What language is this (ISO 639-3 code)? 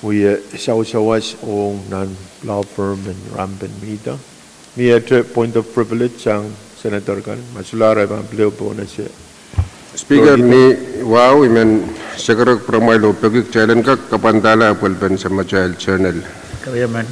pon